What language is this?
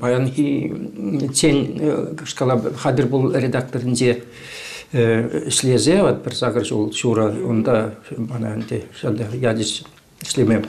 Chuvash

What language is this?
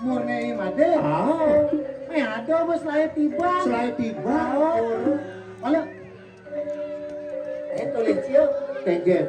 Balinese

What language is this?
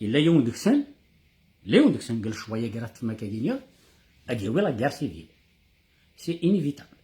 Kabyle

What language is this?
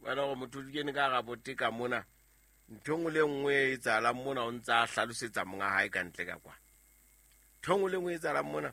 Southern Sotho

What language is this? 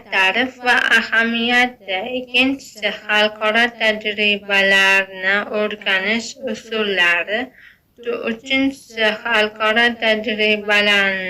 Uzbek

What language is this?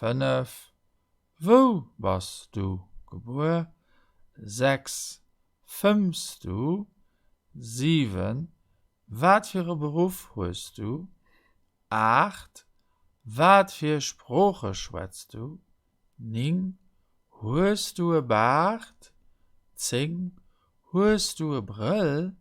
Luxembourgish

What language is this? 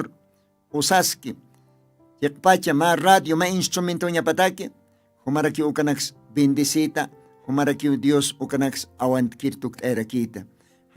Aymara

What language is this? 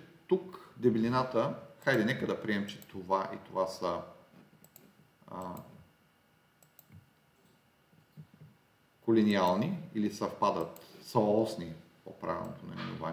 Bulgarian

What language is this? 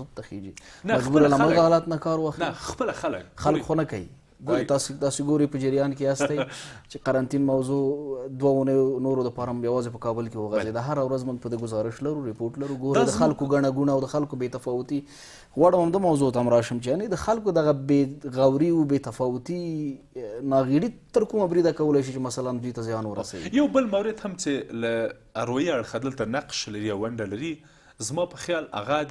Pashto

